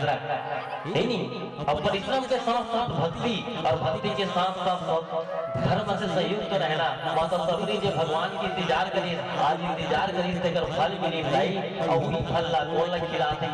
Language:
Chhattisgarhi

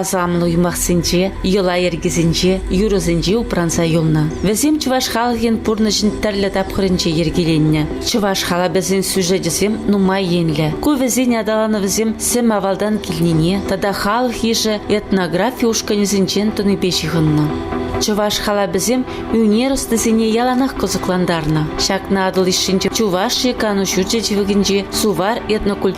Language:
Chuvash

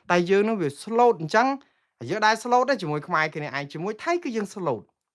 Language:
Khmer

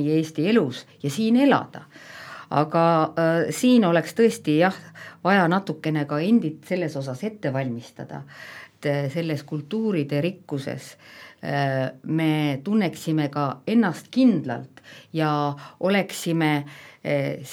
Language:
Estonian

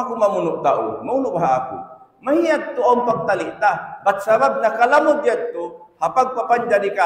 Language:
Tausug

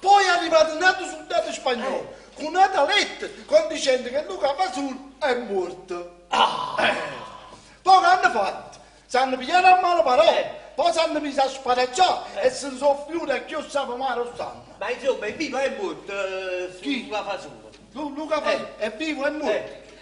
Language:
Neapolitan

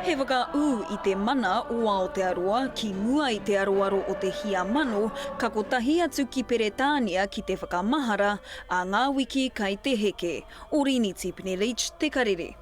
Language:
Māori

